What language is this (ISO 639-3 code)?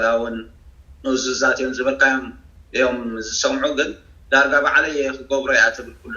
tir